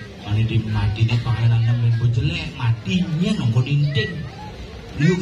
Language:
Balinese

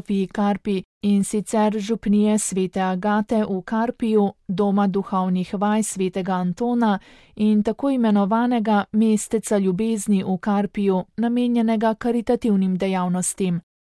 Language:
Slovenian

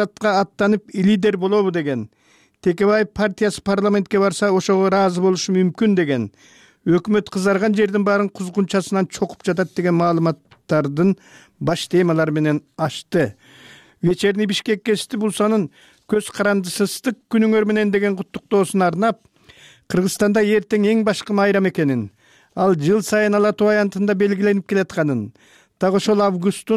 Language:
Kyrgyz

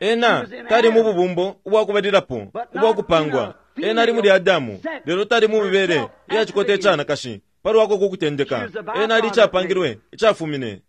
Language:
Bemba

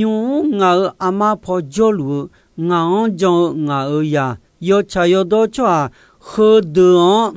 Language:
Akha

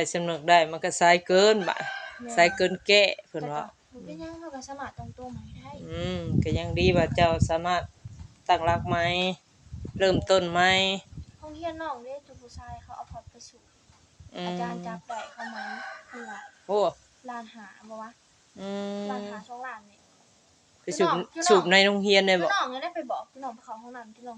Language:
Northeastern Thai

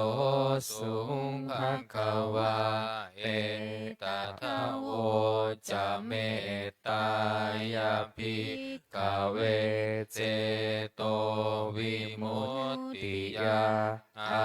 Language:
Pali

